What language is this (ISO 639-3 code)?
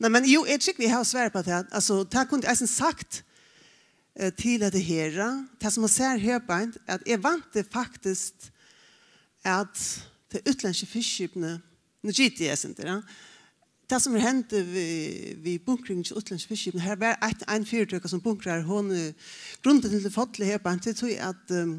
fao